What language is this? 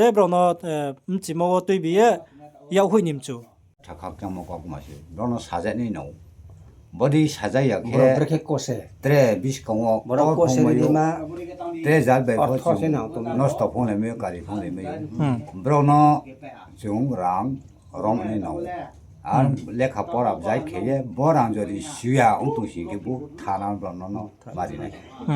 Riang (India)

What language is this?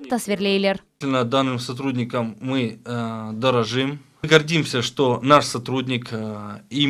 Crimean Tatar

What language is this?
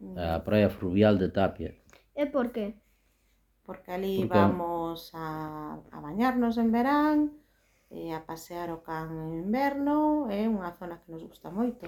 Galician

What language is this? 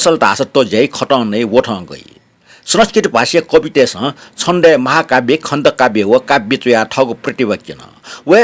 Newari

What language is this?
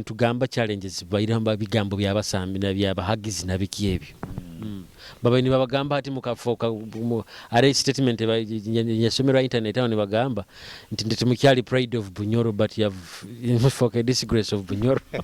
Nyoro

